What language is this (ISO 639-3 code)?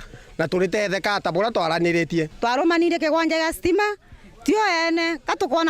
mer